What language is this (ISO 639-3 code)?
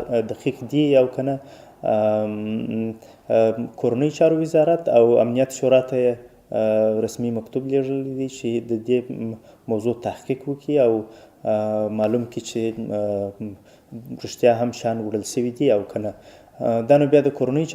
pus